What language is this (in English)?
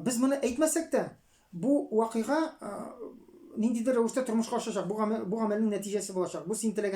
Tatar